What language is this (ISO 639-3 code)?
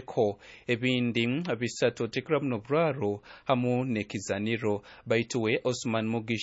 nyn